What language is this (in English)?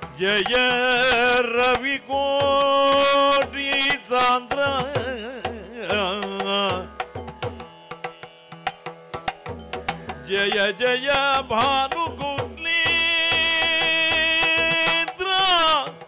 Kannada